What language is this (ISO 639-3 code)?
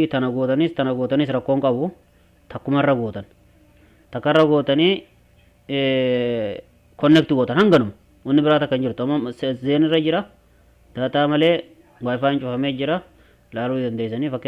orm